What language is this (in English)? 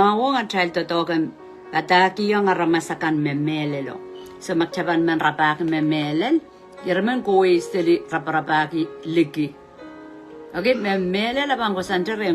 Pohnpeian